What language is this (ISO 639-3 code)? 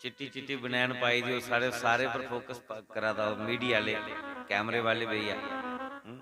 doi